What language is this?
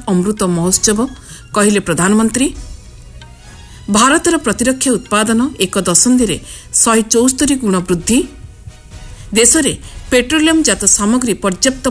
Odia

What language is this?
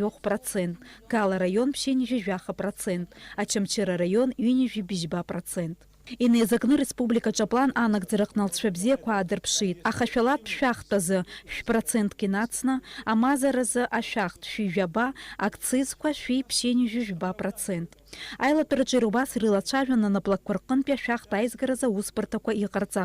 Abkhazian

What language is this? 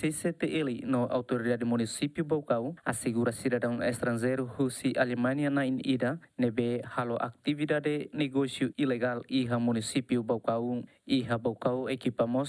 Tetum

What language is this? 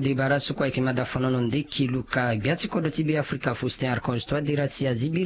Sango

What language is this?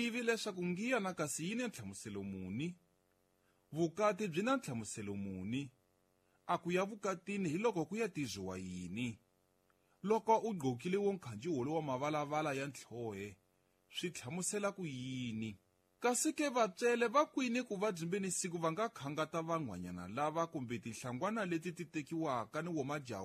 Tsonga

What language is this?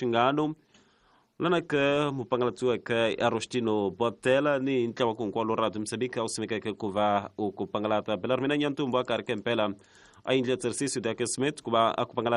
Tsonga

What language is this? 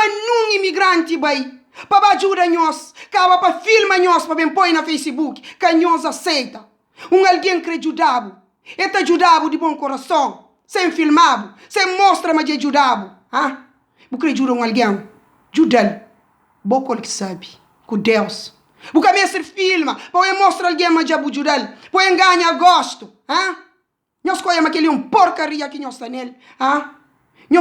Kabuverdianu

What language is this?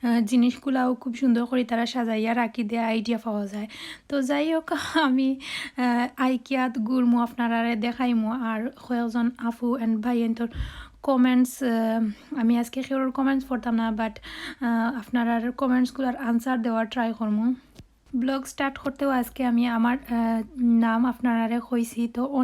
Sylheti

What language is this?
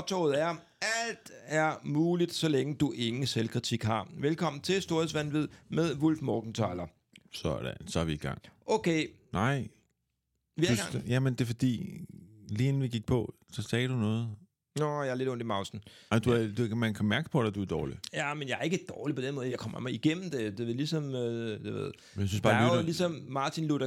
Danish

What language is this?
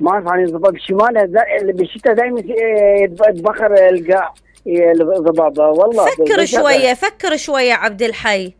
Mesopotamian Arabic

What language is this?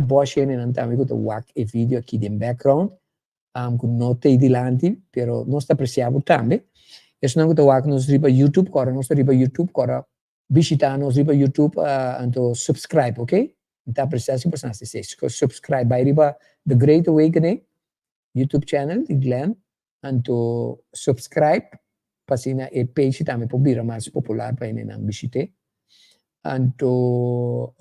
Papiamento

